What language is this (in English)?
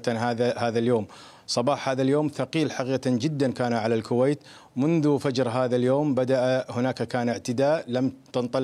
Arabic